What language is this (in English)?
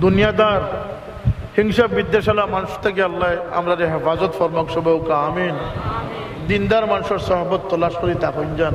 Sylheti